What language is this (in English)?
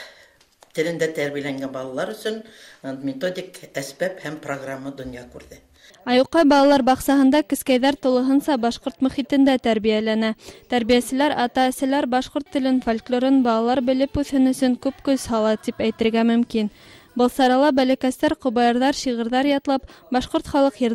Bashkir